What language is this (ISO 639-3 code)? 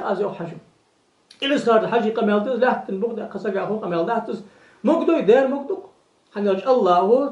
inh